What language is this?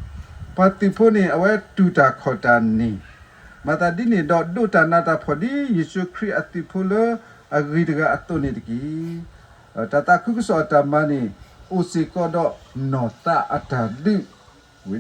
S'gaw Karen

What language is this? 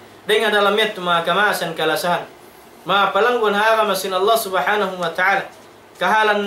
Tausug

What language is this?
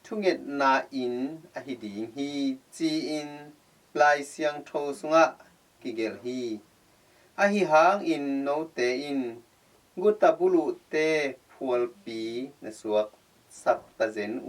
Tedim Chin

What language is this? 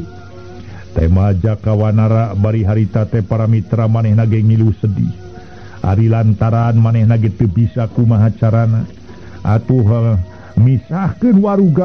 Sundanese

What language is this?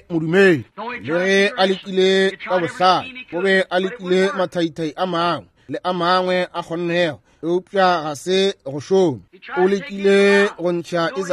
Northern Sotho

